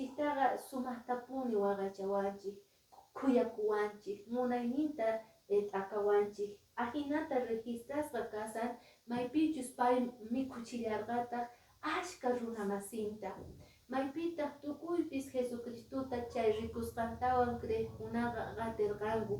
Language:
Quechua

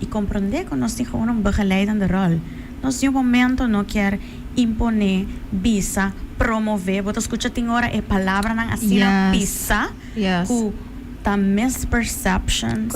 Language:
Papiamento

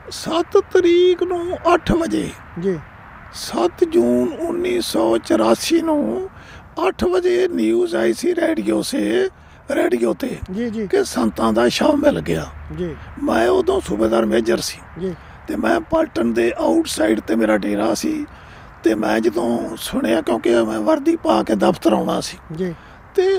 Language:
Punjabi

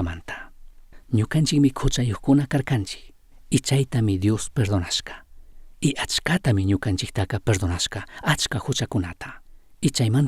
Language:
Chimborazo Highland Quichua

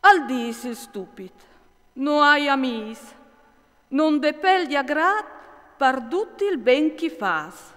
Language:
Friulian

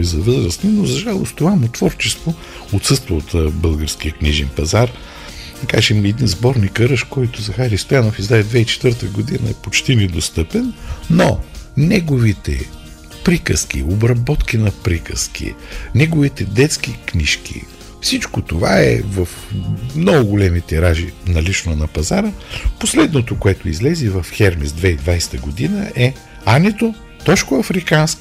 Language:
Bulgarian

